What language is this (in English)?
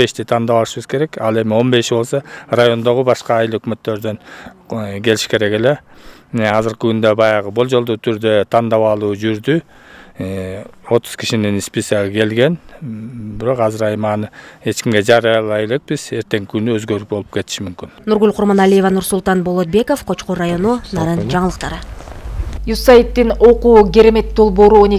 Kyrgyz